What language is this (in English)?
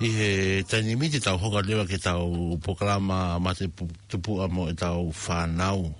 Tongan